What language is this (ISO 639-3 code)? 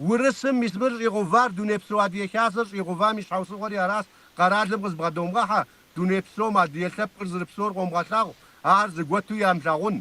kbd